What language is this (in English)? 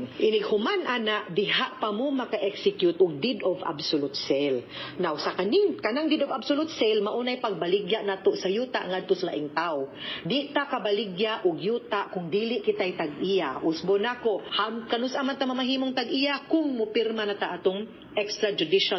Cebuano